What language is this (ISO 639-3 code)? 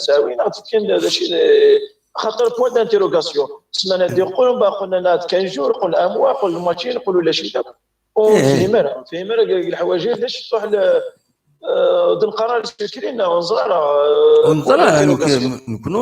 kab